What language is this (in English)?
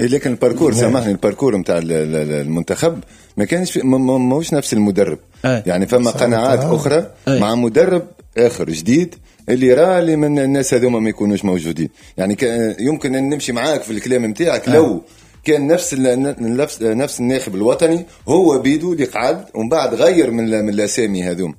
Tunisian Arabic